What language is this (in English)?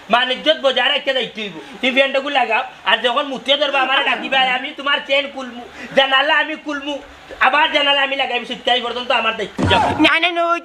Sylheti